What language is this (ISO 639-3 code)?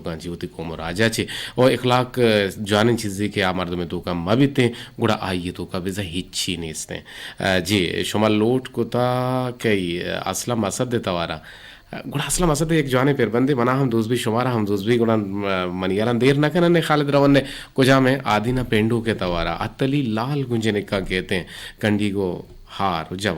bgp